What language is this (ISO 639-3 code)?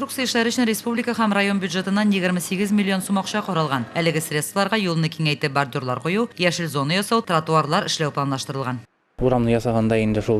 tat